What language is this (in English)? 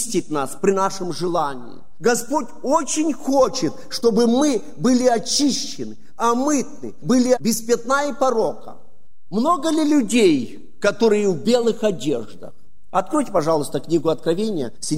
Russian